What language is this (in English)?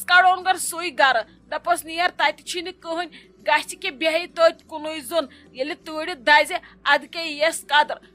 Kashmiri